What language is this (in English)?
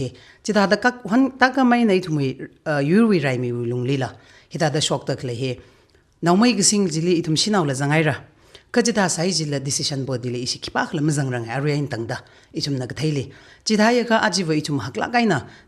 Tangkhul Naga (India)